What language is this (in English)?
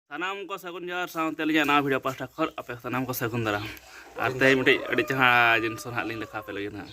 Santali